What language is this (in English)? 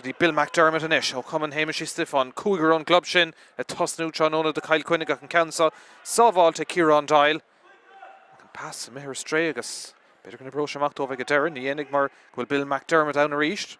Irish